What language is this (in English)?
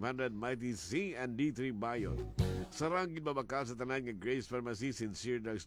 Hiligaynon